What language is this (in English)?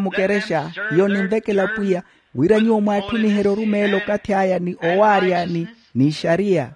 Makhuwa